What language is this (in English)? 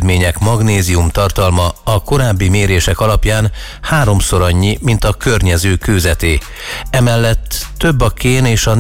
Hungarian